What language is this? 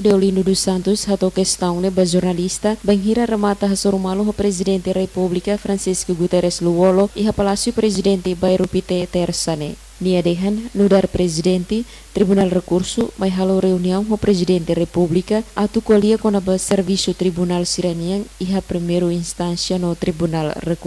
Tetum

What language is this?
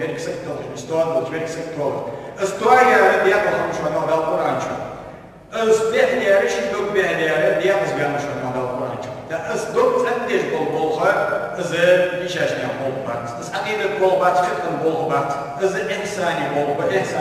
Ingush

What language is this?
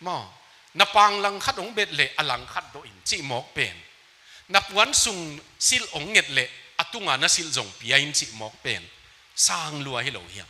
Tedim Chin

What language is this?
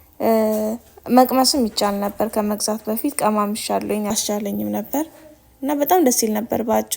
Amharic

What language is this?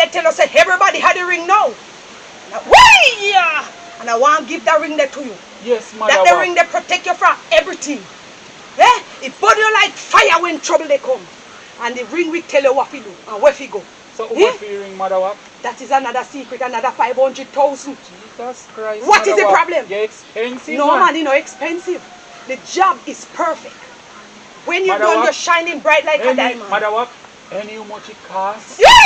Jamaican Creole English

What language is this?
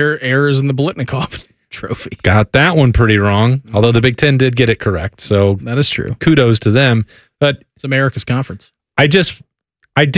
English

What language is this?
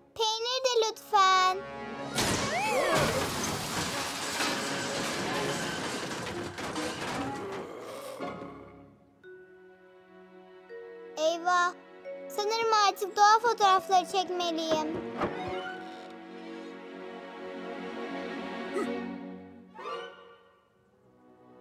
Turkish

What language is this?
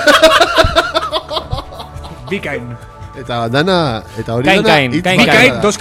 Basque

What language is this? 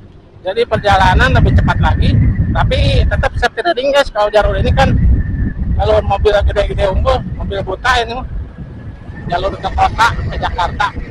Indonesian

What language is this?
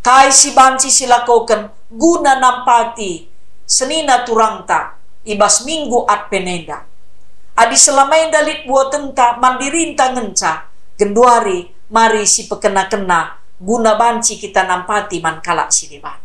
Batak Karo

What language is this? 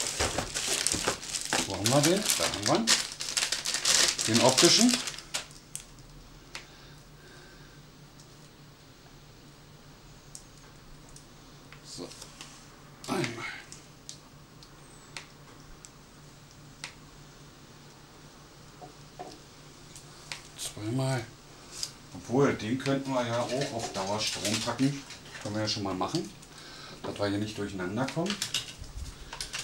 German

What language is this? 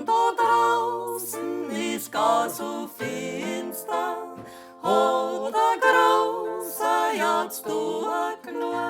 Bavarian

